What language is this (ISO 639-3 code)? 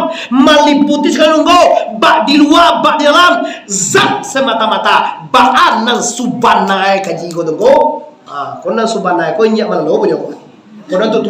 min